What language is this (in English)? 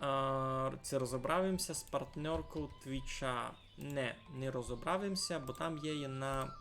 Rusyn